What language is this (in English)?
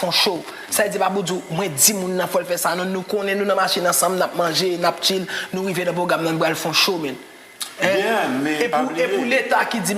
Haitian Creole